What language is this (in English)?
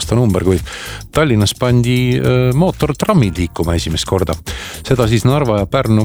Estonian